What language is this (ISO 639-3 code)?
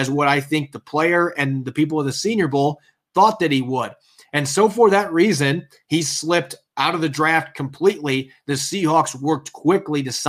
eng